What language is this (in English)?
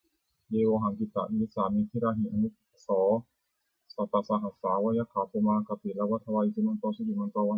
Pali